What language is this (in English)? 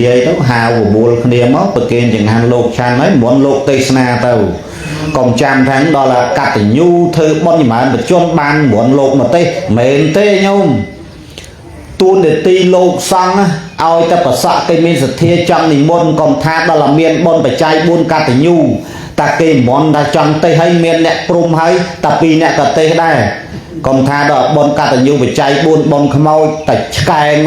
Khmer